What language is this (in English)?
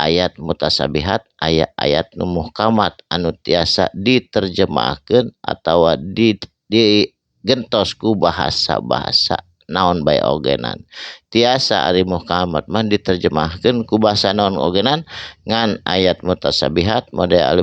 Sundanese